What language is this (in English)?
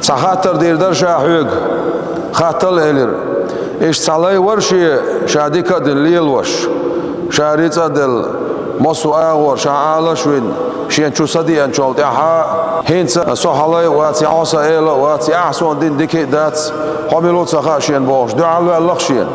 Chechen